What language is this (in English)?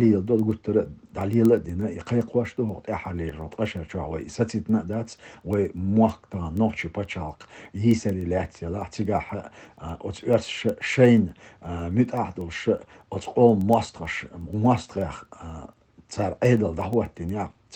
Chechen